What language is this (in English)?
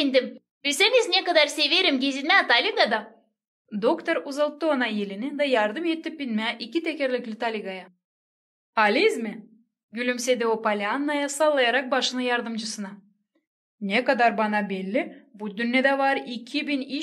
Gagauz